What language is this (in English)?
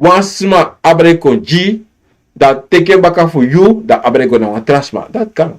Sranan Tongo